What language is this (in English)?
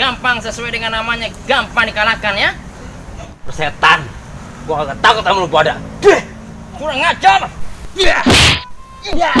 Betawi